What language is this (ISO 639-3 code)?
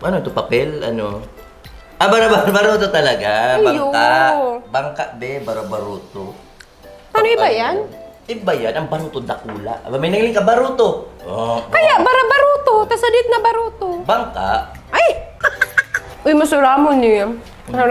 bik